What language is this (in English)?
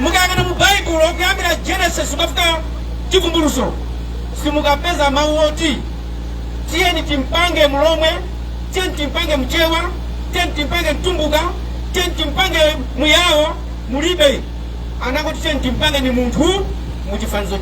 Nyanja